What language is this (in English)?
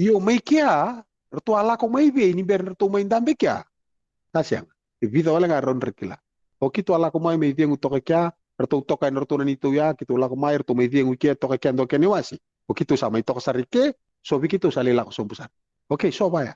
Fijian